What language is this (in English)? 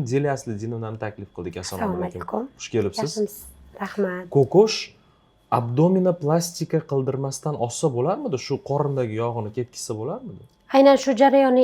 Uzbek